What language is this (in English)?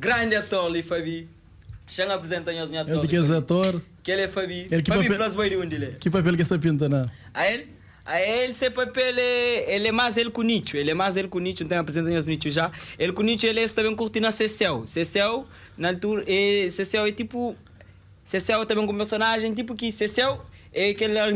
Kabuverdianu